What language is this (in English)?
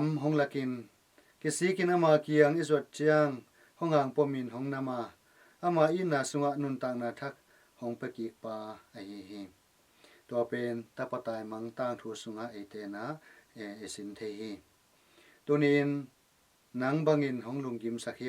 Tedim Chin